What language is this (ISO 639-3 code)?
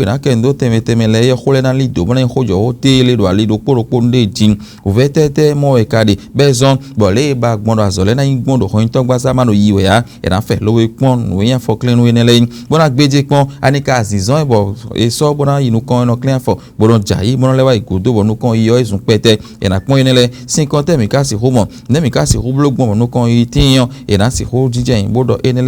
fon